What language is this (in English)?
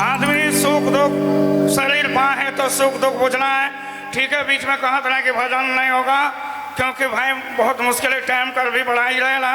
Sadri